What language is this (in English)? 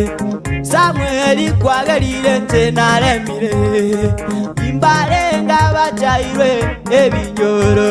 Gusii